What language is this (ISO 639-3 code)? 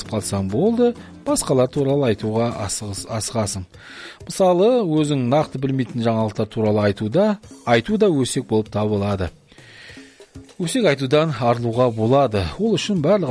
kaz